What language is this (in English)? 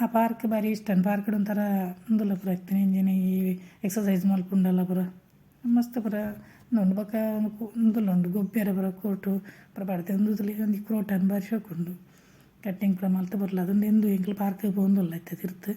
Tulu